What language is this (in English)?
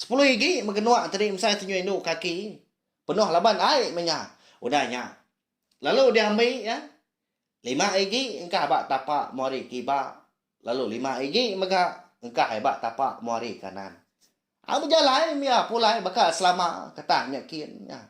Iban